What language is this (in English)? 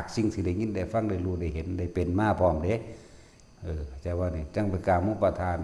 Northeastern Thai